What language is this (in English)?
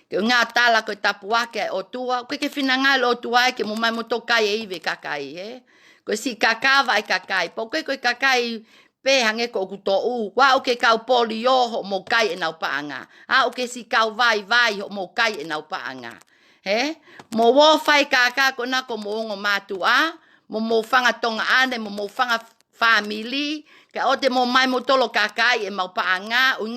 Tongan